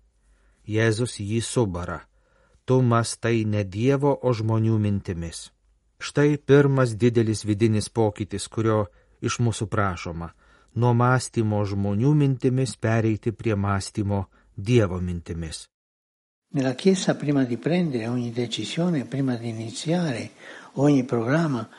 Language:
Lithuanian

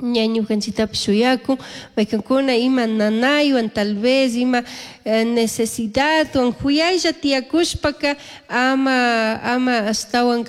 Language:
Chimborazo Highland Quichua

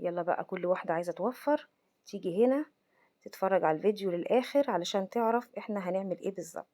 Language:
Egyptian Arabic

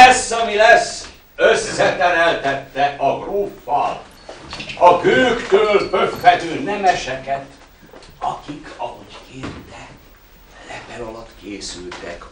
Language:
Hungarian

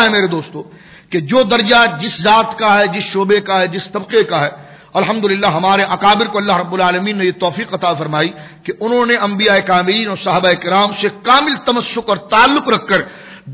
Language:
Urdu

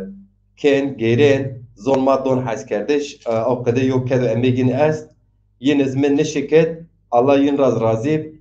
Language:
Zaza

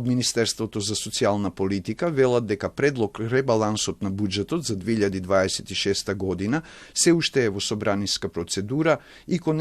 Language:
Macedonian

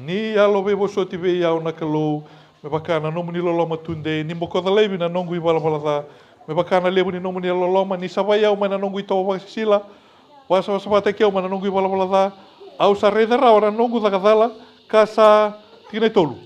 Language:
Fijian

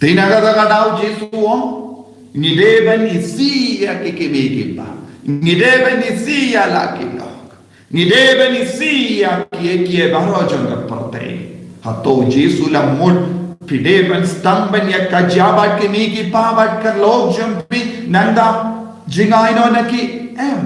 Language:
Khasi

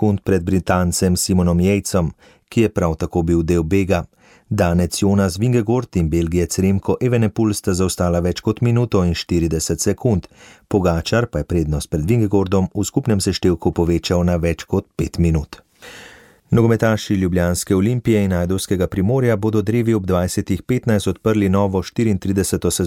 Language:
Slovenian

